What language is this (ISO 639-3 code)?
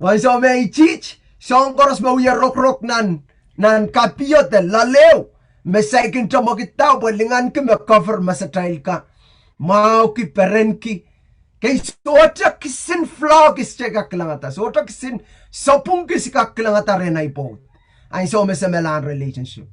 pon